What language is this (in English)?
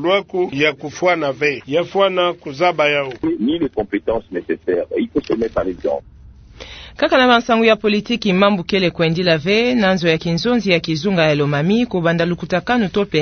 Kituba (Democratic Republic of Congo)